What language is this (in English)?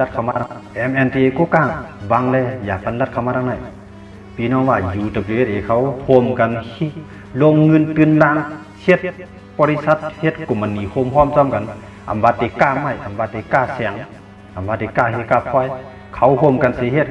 Shan